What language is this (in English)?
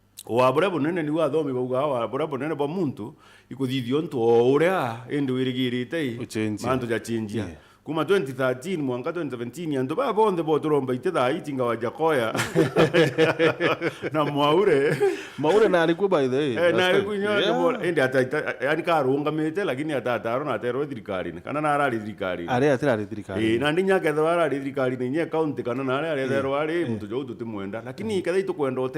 Meru